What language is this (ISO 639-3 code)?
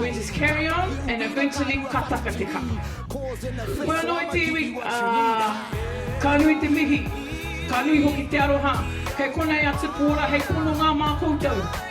mri